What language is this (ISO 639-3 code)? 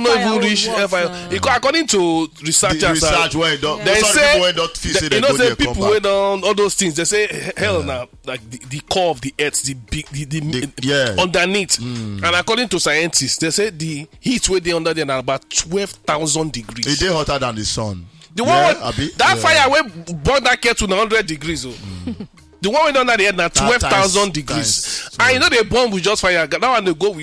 pcm